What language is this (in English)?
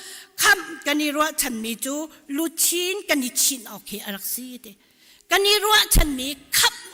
Hakha Chin